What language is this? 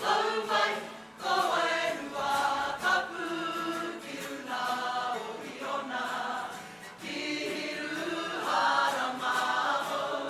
Māori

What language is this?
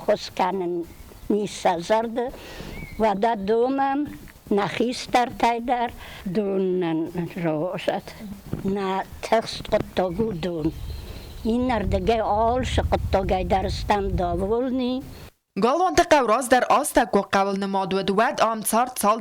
Ossetic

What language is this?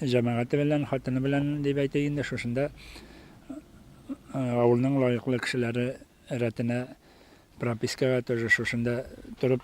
Tatar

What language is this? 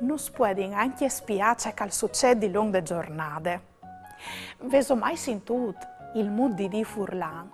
Friulian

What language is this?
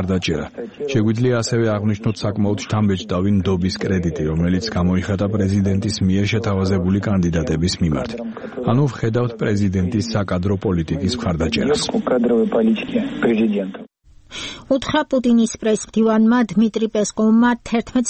Georgian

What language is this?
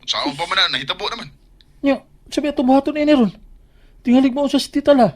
Cebuano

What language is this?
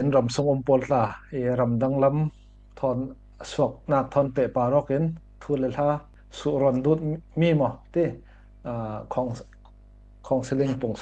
Falam Chin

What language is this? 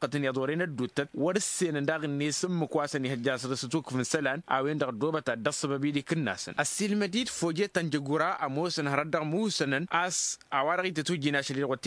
Tamasheq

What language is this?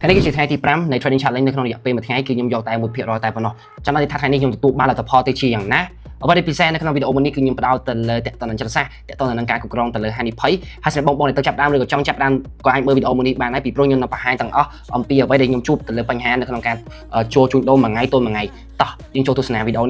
Khmer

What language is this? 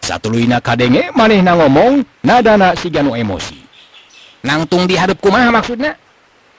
Sundanese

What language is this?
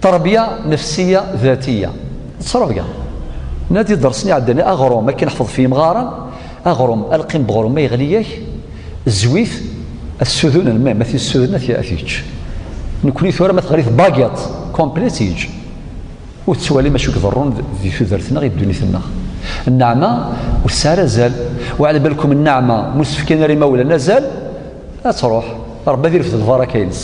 Kabyle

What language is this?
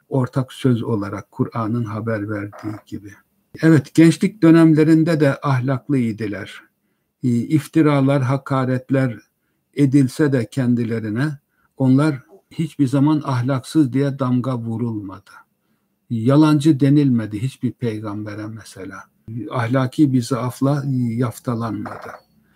Turkish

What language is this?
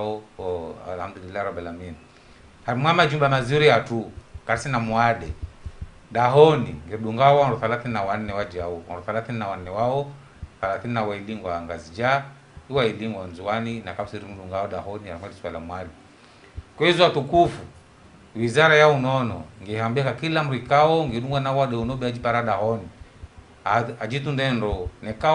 Ngazidja Comorian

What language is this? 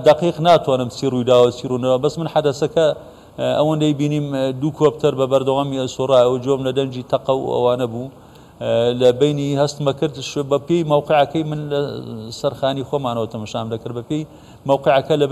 Central Kurdish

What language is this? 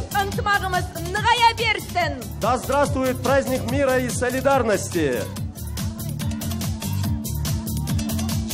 Kazakh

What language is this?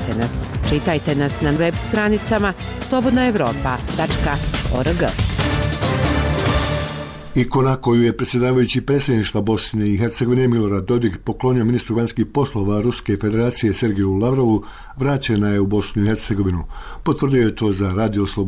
Bosnian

